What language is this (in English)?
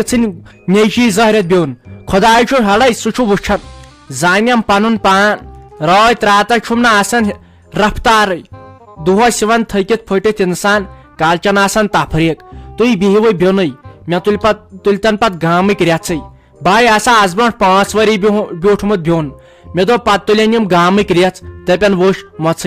Kashmiri